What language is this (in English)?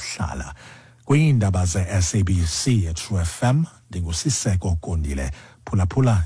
Xhosa